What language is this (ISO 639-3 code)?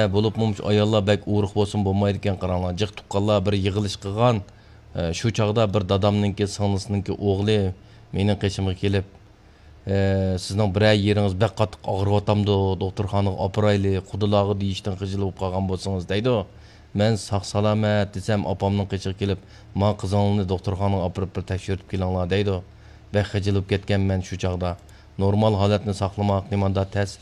uig